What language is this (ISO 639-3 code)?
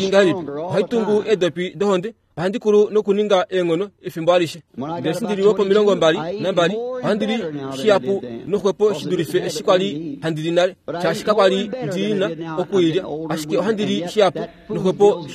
kua